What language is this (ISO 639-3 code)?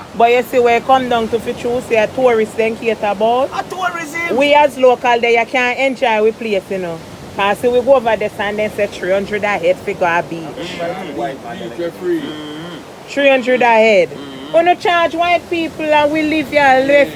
jam